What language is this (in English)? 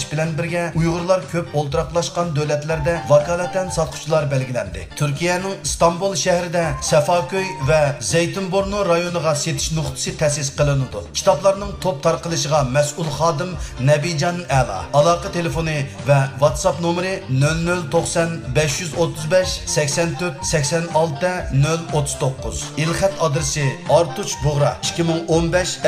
Uyghur